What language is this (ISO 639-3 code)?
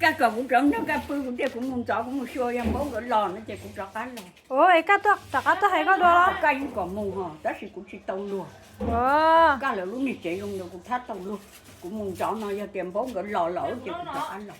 hmn